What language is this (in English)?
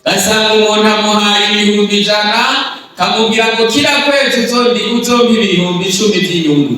Rundi